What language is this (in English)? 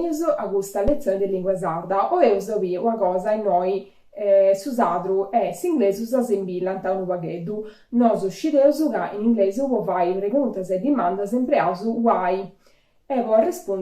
Sardinian